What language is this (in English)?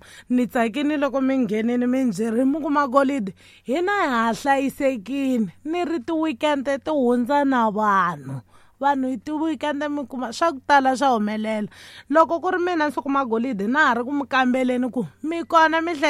Tsonga